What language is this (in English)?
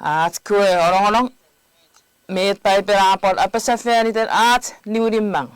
Chuukese